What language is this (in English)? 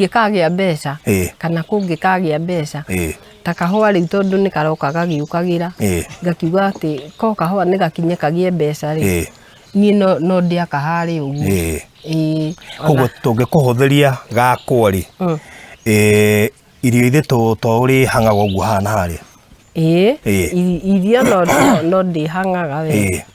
Kikuyu